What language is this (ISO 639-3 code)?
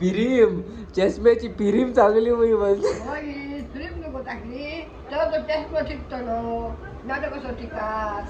kok